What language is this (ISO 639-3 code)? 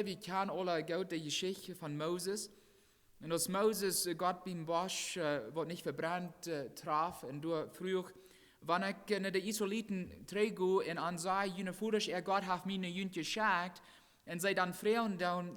pdt